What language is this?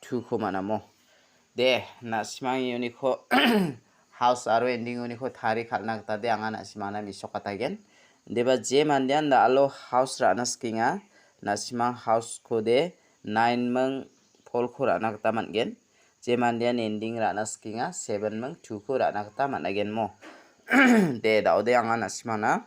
Garo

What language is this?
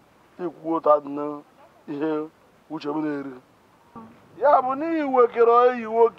Igbo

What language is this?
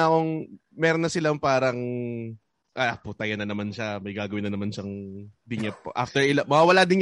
Filipino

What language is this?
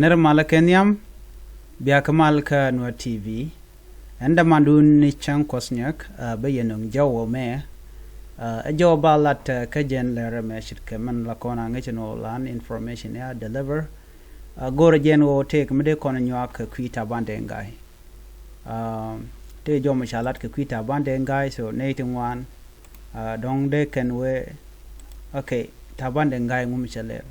Nuer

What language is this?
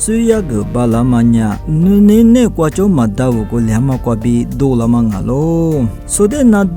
Lisu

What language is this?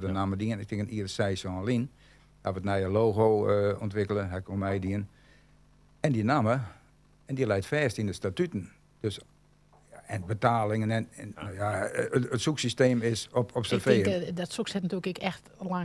Western Frisian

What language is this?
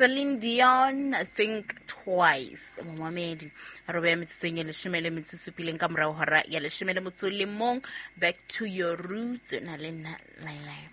Southern Sotho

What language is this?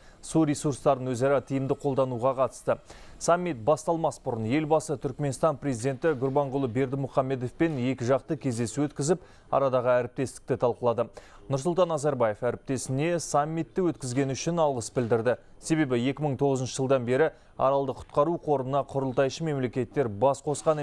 Kazakh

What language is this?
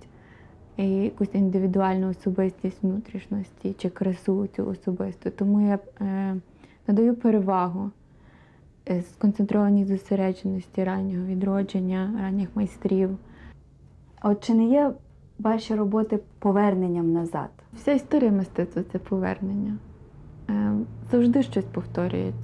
Ukrainian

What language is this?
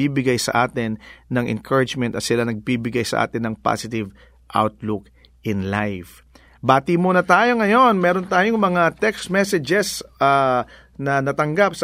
Filipino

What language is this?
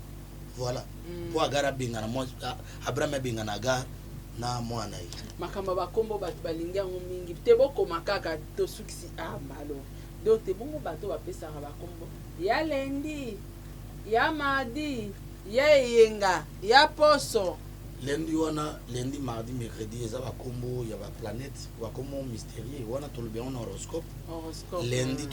Lingala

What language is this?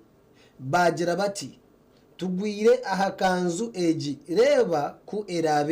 Nyankole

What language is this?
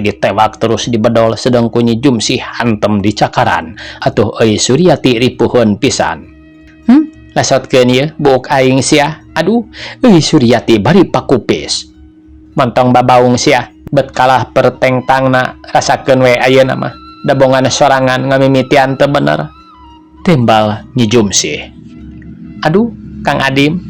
Sundanese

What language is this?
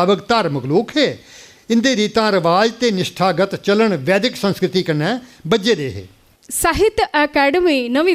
Dogri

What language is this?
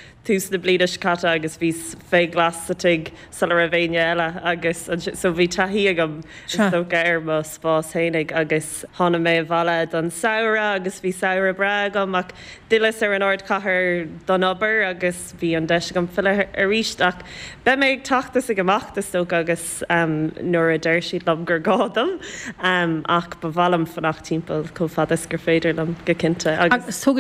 Irish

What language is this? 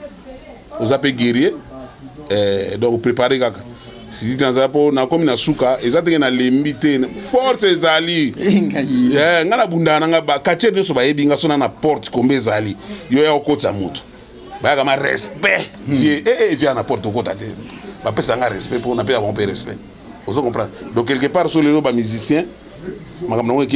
Lingala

